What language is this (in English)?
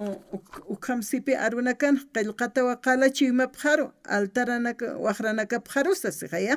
Aymara